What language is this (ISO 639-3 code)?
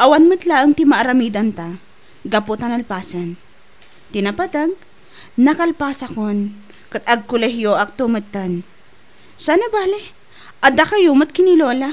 ilo